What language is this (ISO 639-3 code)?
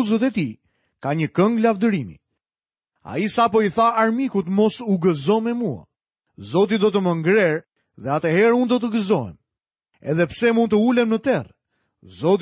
sqi